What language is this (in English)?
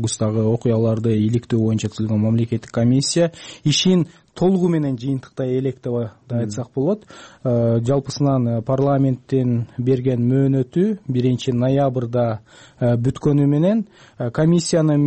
Kyrgyz